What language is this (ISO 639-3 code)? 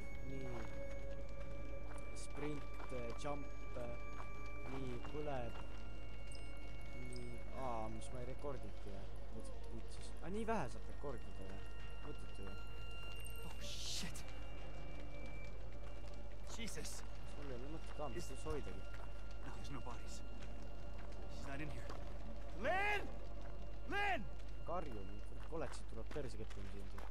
est